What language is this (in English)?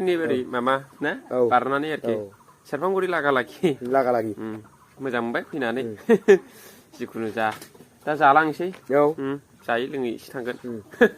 Bodo